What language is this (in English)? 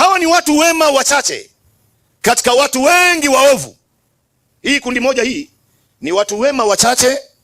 Swahili